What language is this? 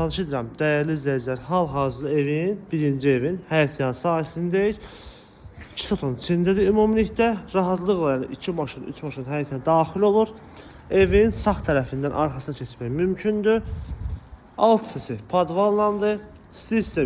Azerbaijani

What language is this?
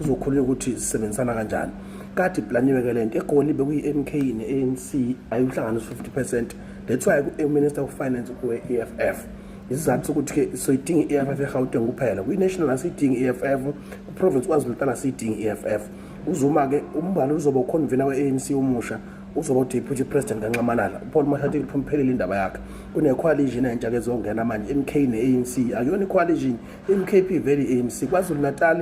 Zulu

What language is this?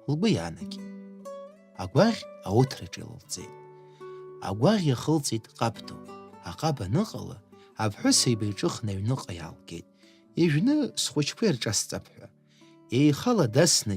Abkhazian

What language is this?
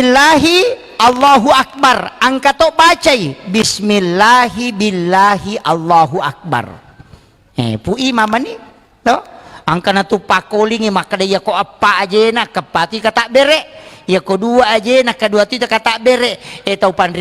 Buginese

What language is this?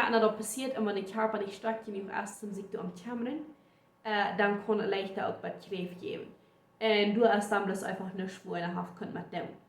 Plautdietsch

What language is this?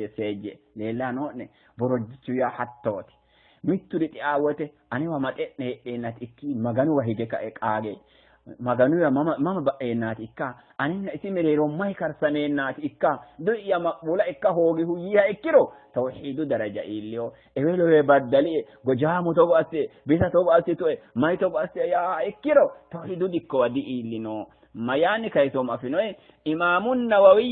Sidamo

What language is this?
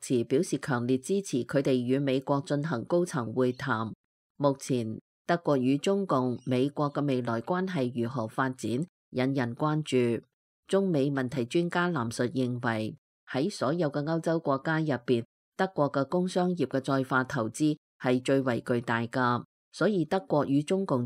Cantonese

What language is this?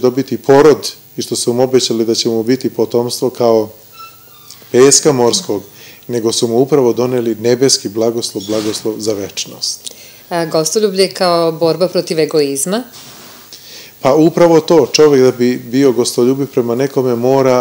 Serbian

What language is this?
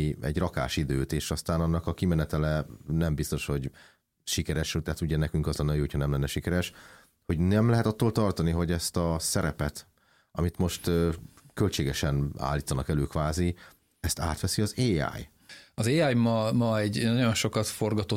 Hungarian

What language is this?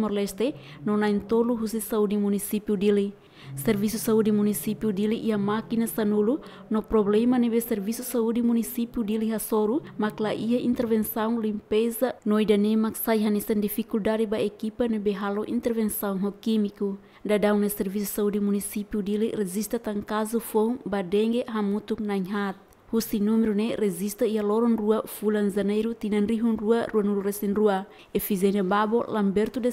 Tetum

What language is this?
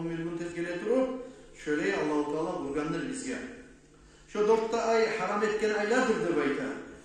Kumyk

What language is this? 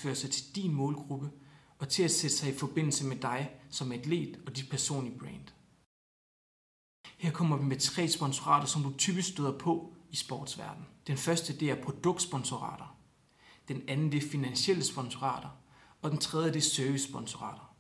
Danish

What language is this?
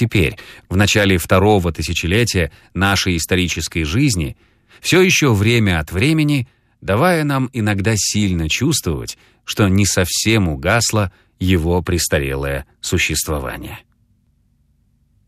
Russian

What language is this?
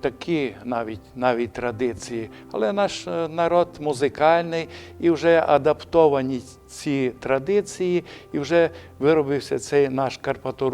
Rusyn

